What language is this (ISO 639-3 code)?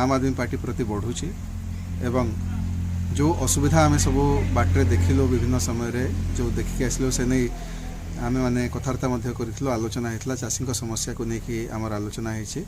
ori